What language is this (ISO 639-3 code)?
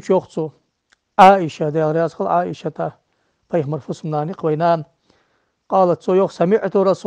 inh